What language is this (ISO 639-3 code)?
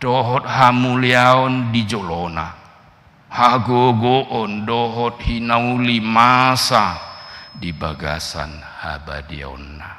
bbc